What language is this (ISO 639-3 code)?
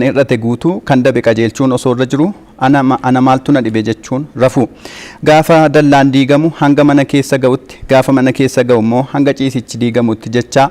orm